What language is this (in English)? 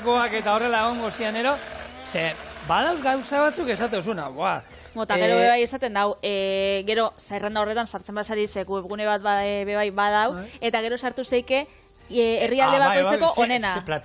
Basque